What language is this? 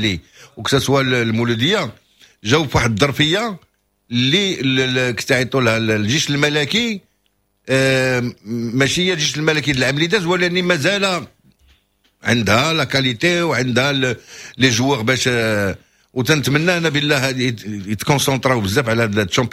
Moroccan Arabic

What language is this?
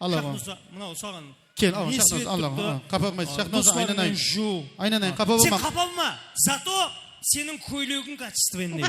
Kara-Kalpak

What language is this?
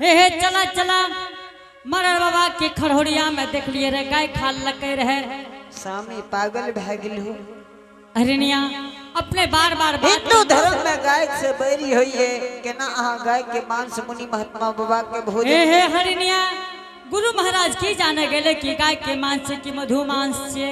Angika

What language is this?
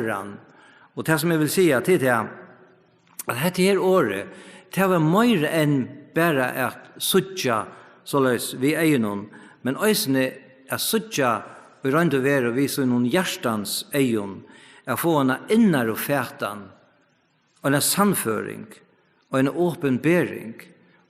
Faroese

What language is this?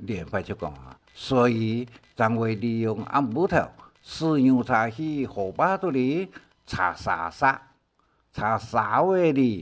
Hakka Chinese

